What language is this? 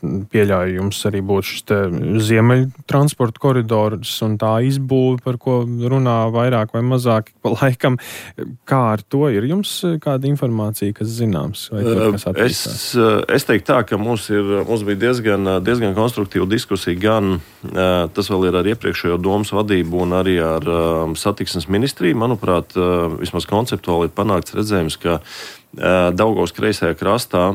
Latvian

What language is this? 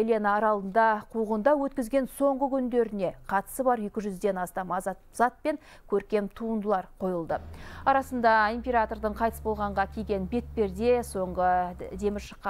Kazakh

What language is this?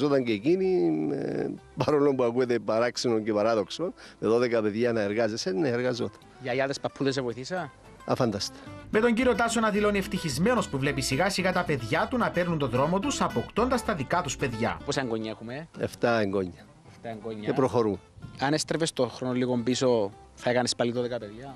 Greek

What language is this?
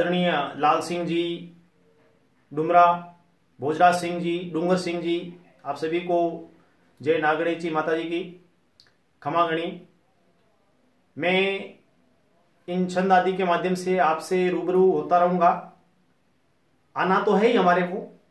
Hindi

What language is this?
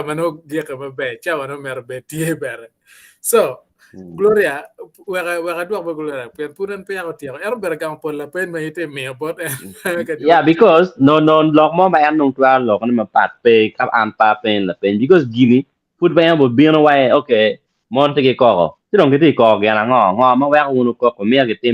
Acoli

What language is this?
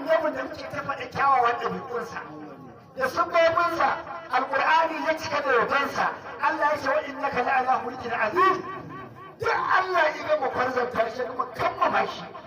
Hausa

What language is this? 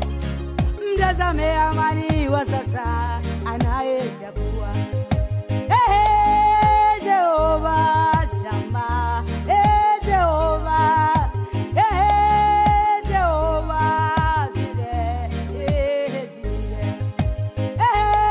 Swahili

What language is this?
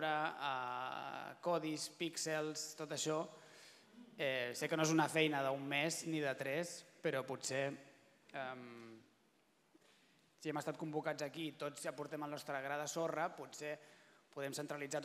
Catalan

